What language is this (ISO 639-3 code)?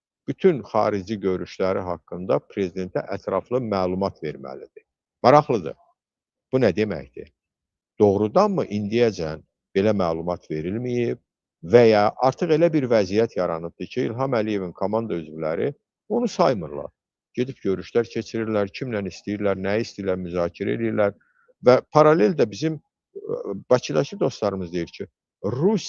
aze